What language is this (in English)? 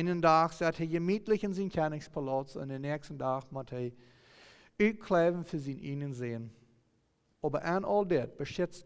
Plautdietsch